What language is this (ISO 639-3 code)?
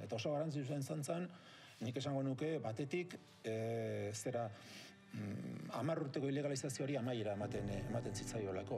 eus